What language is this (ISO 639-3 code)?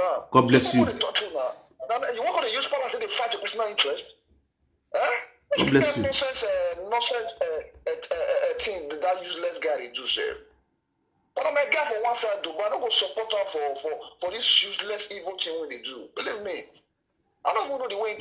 pcm